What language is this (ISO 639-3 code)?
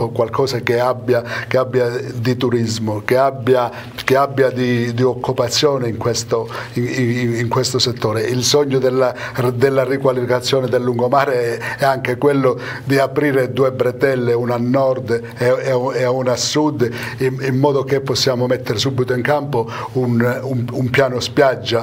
ita